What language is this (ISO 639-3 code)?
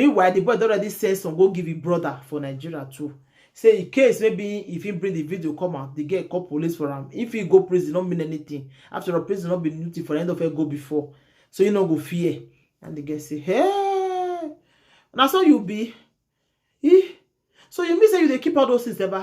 pcm